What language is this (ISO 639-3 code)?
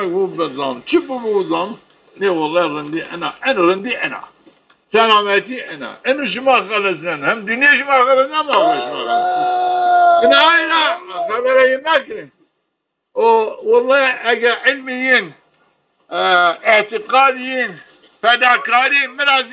zza